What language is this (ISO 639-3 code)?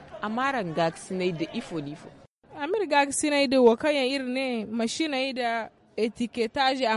dje